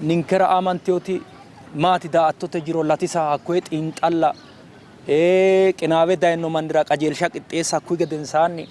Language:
Sidamo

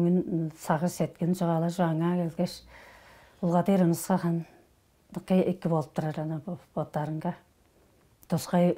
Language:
Tuvinian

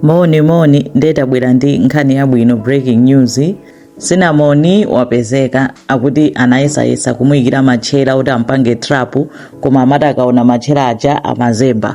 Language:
Nyanja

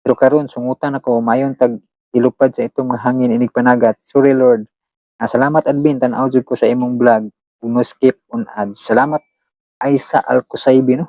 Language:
Cebuano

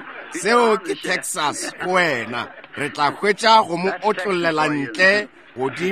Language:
Northern Sotho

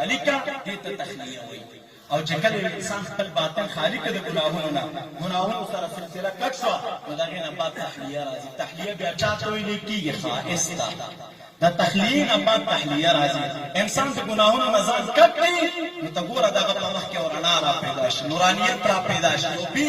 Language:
Pashto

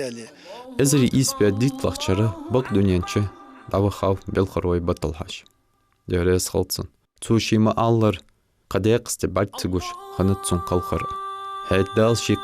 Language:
Ingush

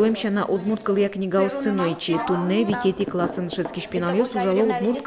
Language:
Udmurt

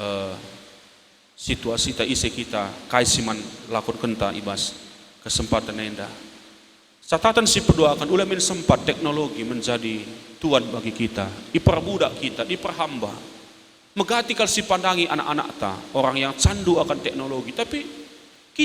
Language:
Batak Karo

